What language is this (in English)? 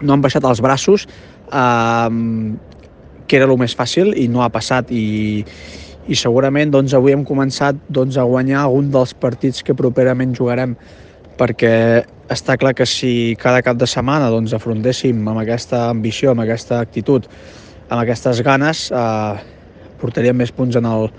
Catalan